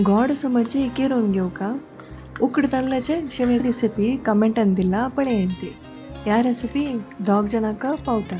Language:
Konkani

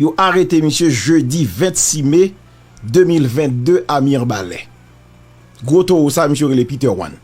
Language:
Haitian Creole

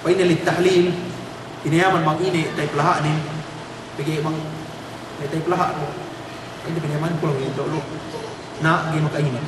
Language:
Yakan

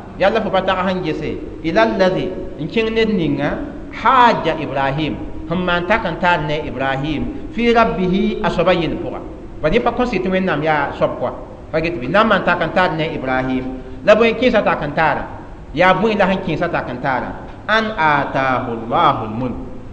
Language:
Mossi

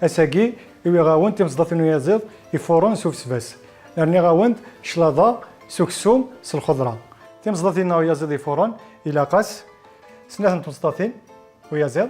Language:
Kabyle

